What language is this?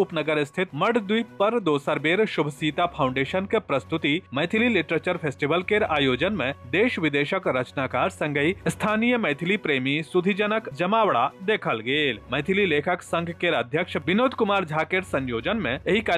Maithili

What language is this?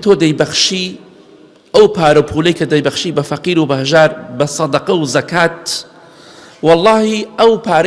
Central Kurdish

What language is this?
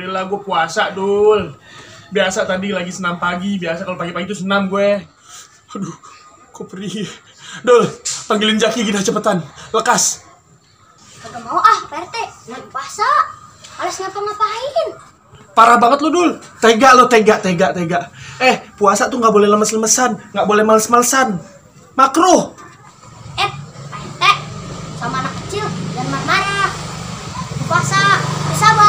Betawi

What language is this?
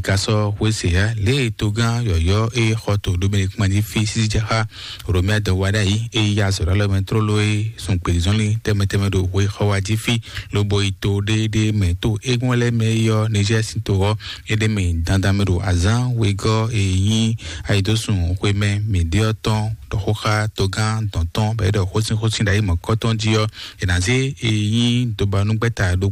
Fon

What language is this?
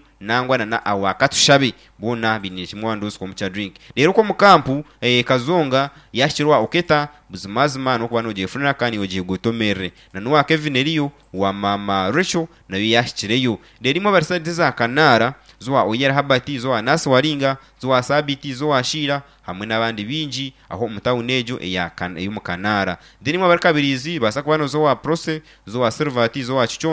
Nyankole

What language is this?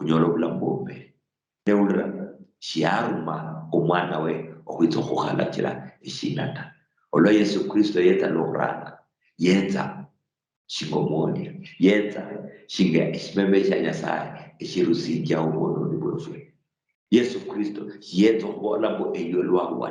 Luyia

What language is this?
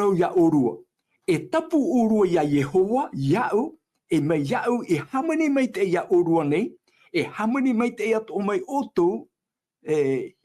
Tahitian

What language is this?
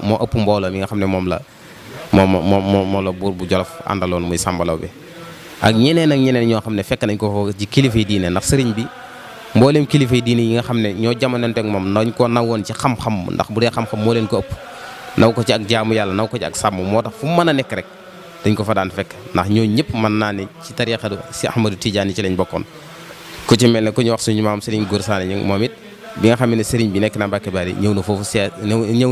Wolof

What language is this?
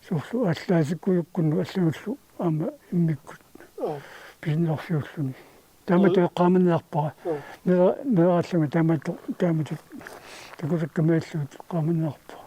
Kalaallisut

